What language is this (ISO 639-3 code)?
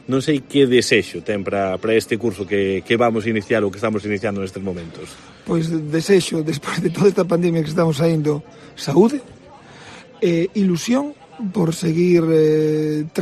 glg